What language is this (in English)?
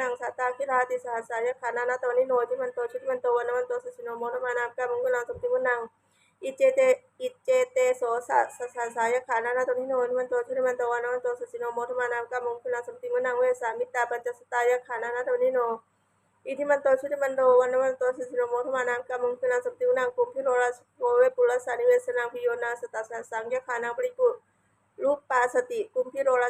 Pali